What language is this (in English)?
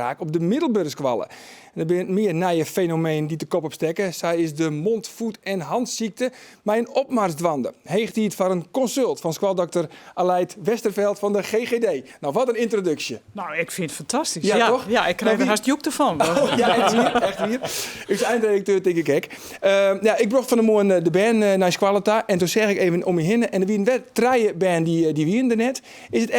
Western Frisian